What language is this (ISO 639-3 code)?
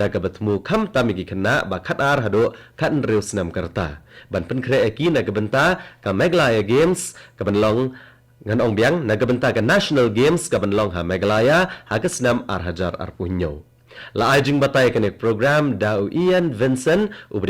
kha